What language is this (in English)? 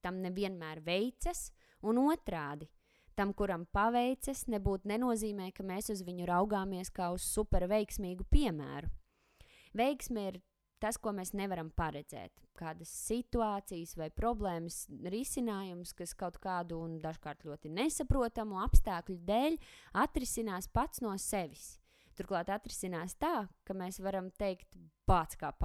Latvian